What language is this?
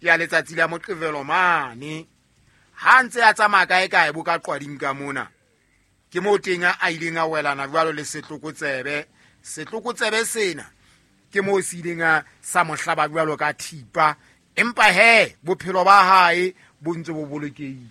Southern Sotho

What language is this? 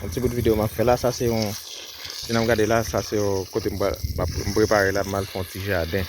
Haitian Creole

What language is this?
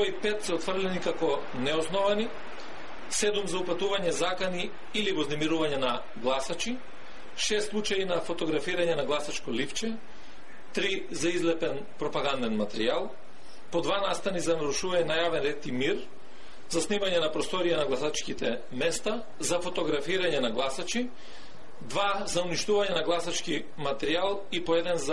Macedonian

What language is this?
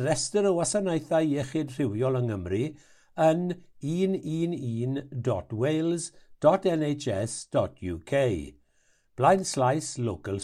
Welsh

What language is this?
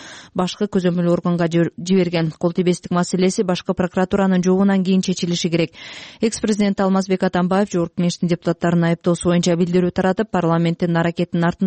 Kyrgyz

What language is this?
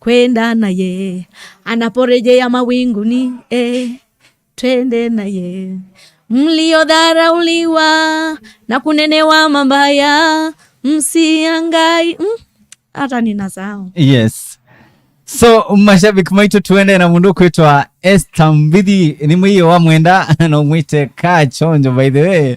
Kamba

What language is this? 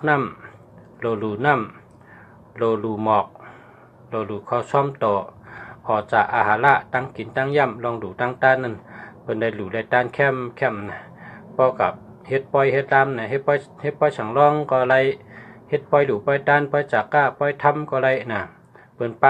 Shan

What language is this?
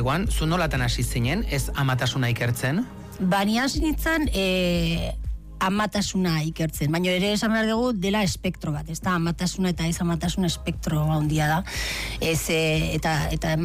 Basque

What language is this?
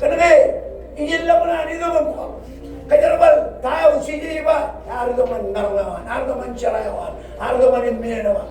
Marshallese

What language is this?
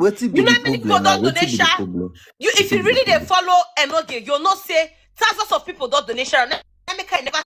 Nigerian Pidgin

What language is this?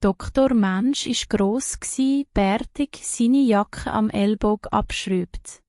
Swiss German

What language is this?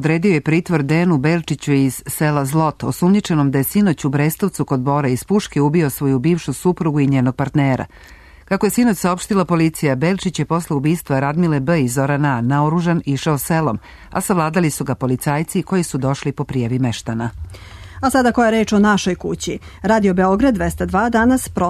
Serbian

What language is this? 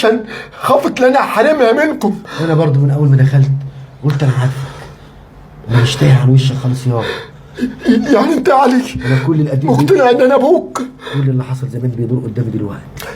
Egyptian Arabic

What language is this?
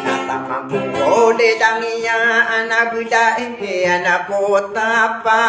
Maranao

